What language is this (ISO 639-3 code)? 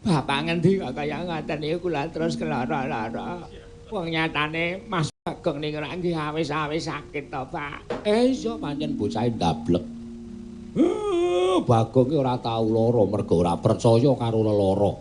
jav